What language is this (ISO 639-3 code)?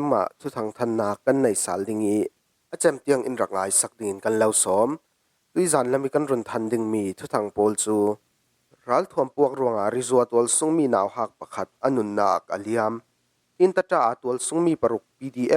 cfm